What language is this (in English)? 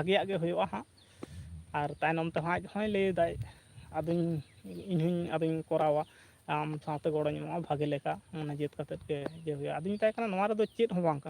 Santali